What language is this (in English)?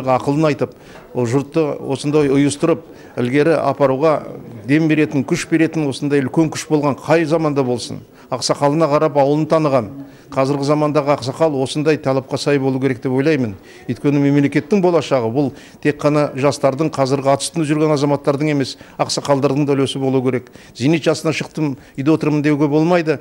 Kazakh